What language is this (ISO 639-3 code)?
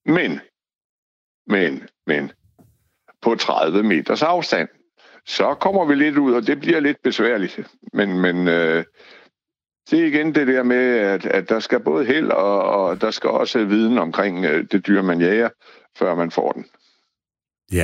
dan